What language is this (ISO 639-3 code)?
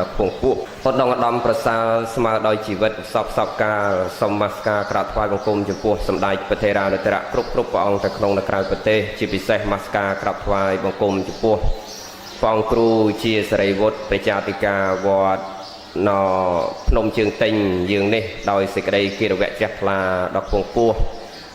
khm